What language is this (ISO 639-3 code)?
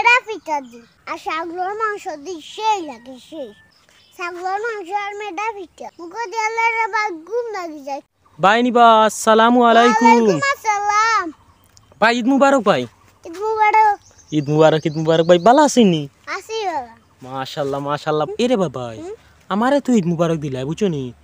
syl